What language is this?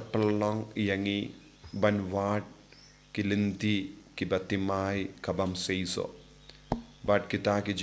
Khasi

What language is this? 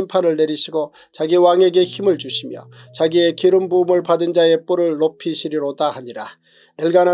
Korean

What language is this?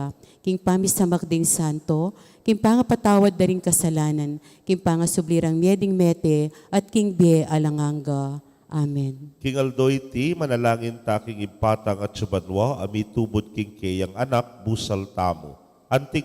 Pampanga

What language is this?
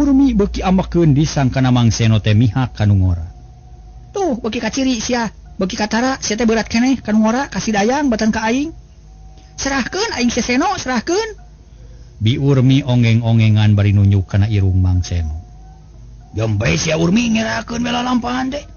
Sundanese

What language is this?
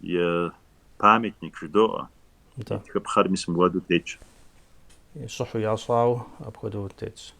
Kabardian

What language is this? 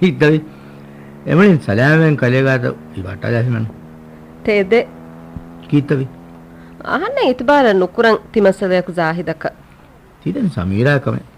Divehi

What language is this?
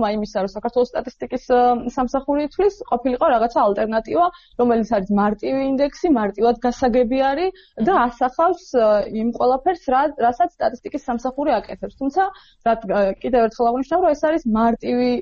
Georgian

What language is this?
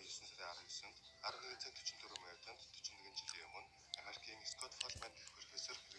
Mongolian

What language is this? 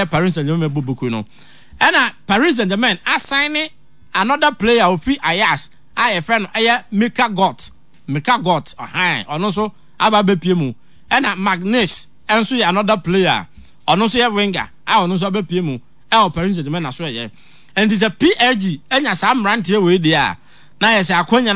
Akan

